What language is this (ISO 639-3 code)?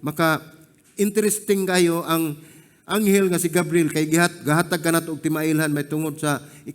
ceb